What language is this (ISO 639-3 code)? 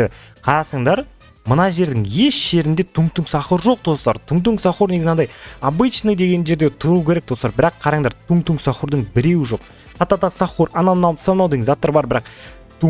kaz